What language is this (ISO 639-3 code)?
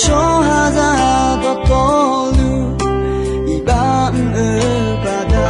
ahk